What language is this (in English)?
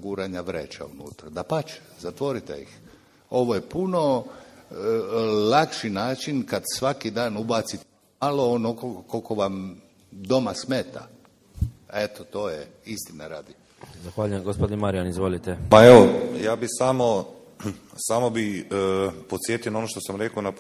Croatian